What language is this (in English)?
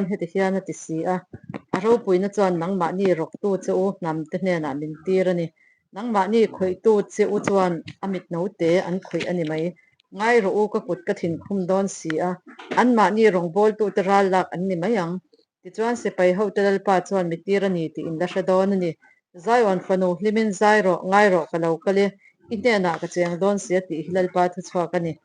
Mizo